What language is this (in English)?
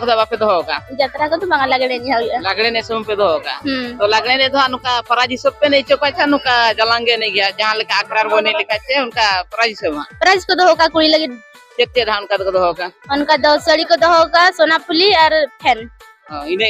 Santali